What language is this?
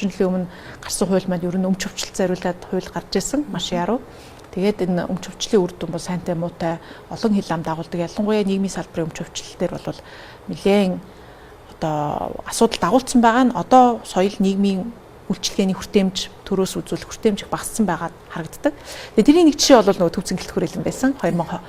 Mongolian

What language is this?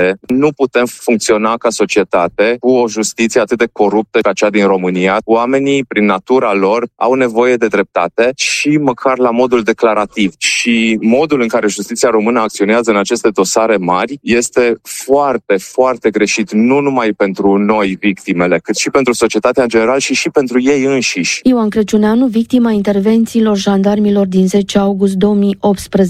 Romanian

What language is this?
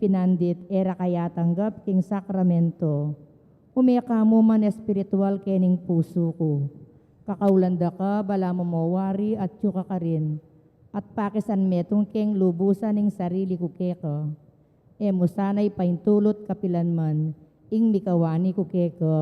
Pampanga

